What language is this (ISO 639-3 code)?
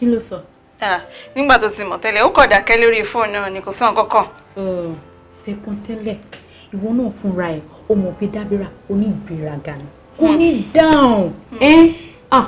yor